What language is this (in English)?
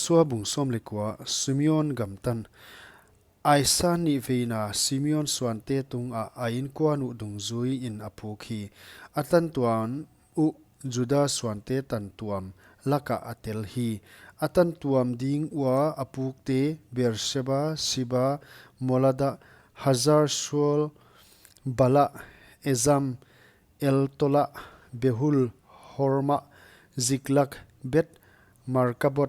Paite Chin